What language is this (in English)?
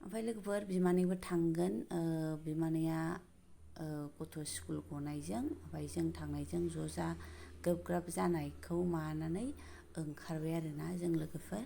Bodo